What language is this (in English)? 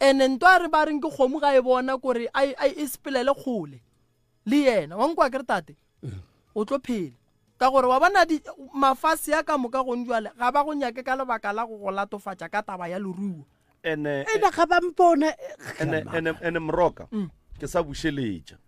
Northern Sotho